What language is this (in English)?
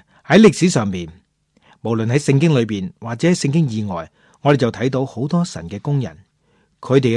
Cantonese